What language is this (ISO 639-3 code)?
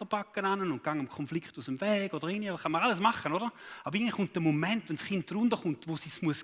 gsw